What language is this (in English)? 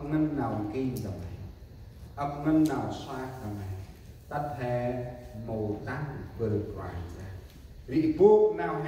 Central Mnong